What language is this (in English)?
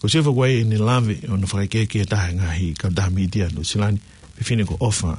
Tongan